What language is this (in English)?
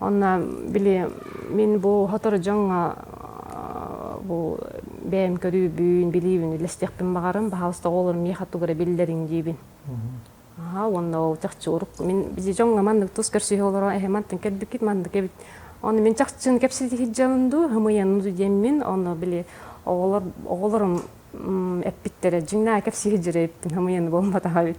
Yakut